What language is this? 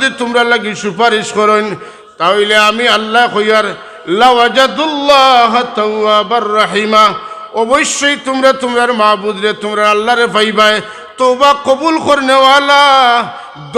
Sylheti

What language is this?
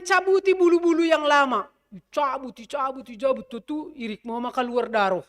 Batak Simalungun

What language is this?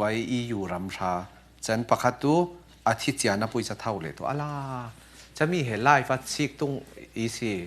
Falam Chin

